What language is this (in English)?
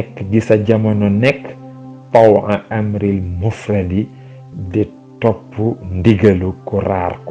Wolof